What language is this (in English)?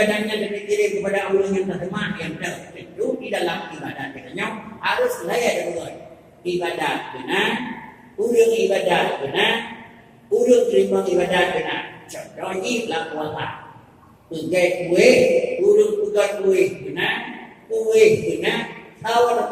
Achinese